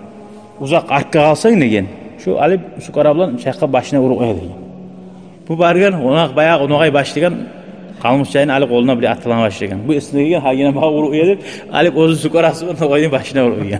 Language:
Kumyk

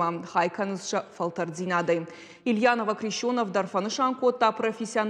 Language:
Ossetic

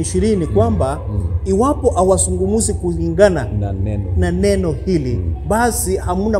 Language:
Swahili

